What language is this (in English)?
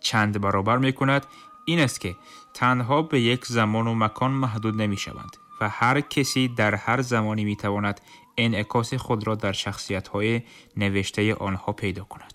Tajik